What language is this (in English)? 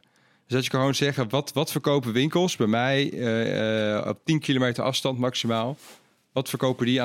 Dutch